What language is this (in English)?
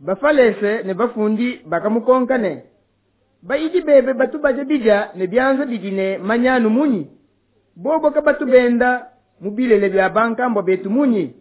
Luba-Lulua